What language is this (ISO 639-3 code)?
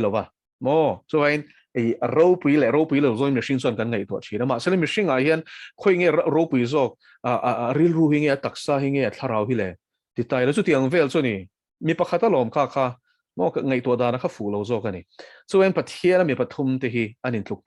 lus